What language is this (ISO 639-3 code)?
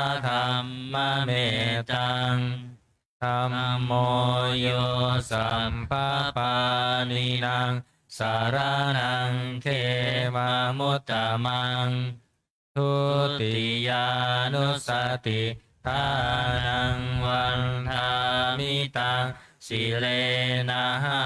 pli